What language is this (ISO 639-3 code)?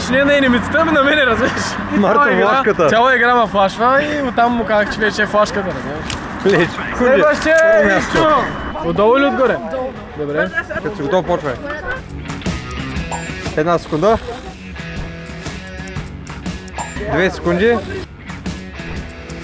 bul